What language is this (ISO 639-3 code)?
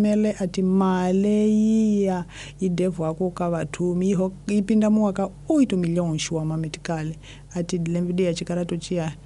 tso